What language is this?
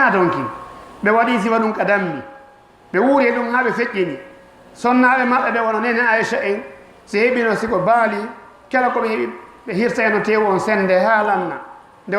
Fula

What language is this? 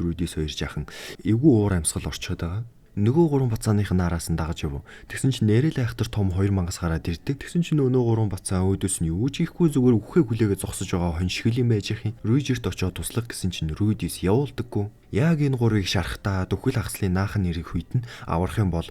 Mongolian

